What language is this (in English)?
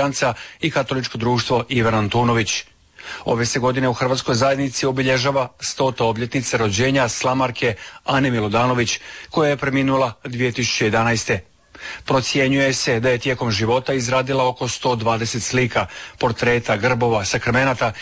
Croatian